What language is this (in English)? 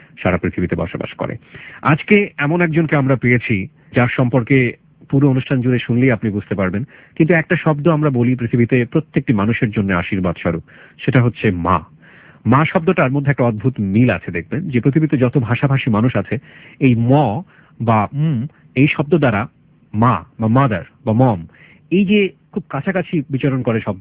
Bangla